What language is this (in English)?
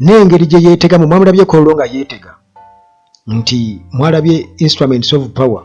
Ganda